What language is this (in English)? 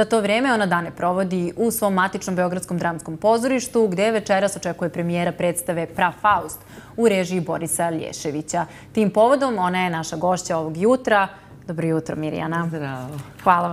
Serbian